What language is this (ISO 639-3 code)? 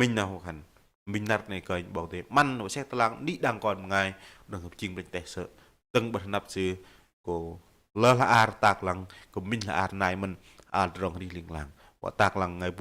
bdq